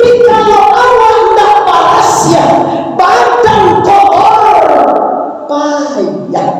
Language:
Minangkabau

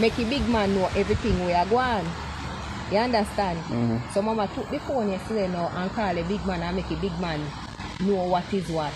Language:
Jamaican Creole English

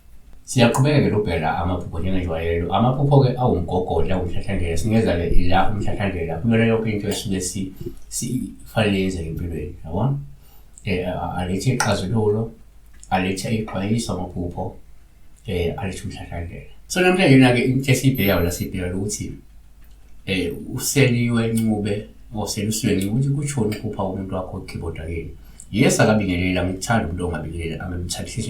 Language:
Zulu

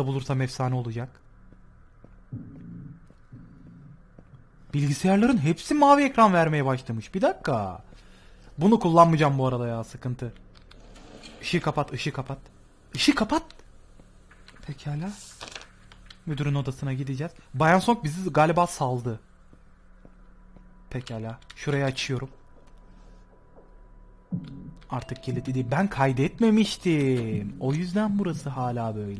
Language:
Turkish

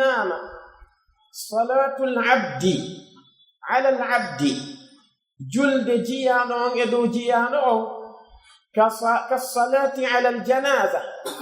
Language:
Pular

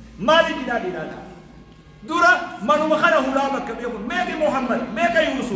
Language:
Oromo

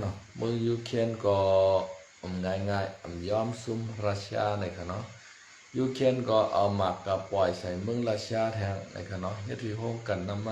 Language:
Shan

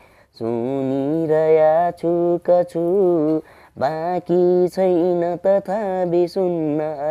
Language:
Nepali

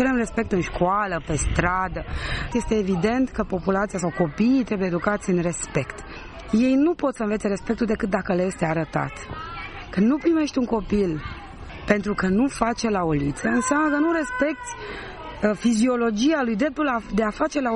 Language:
Romanian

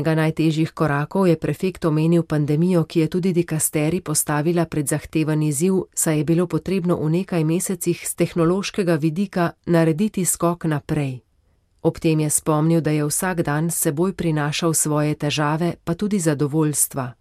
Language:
Slovenian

